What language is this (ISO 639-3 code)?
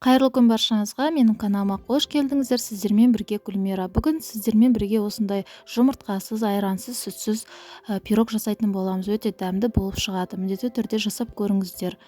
kaz